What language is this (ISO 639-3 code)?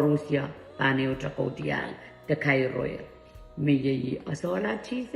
pon